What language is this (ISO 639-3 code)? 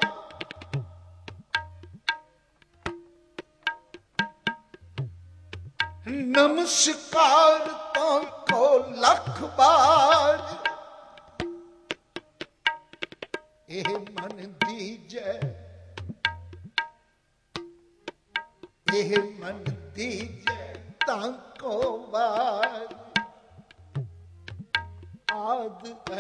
pan